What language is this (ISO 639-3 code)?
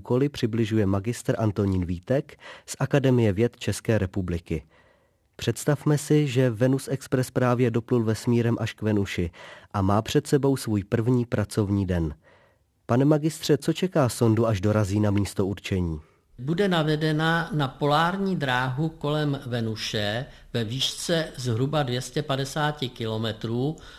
ces